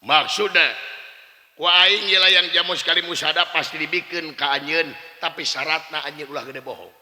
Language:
Sundanese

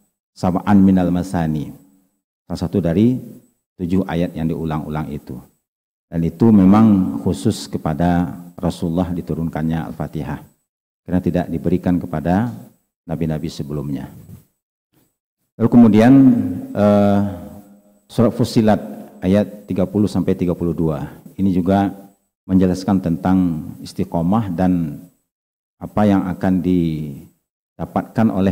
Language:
Indonesian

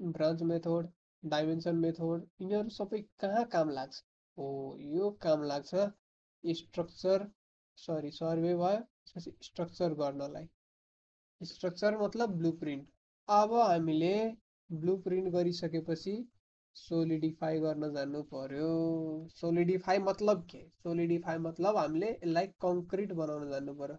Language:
Nepali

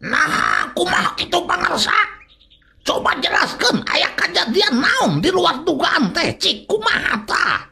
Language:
Sundanese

